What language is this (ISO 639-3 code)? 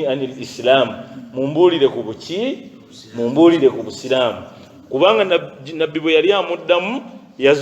lug